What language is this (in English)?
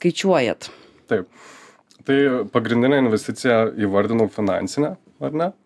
Lithuanian